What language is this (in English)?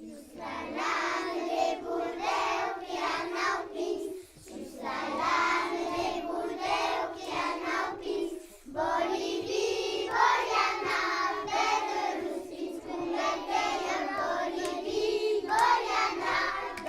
Occitan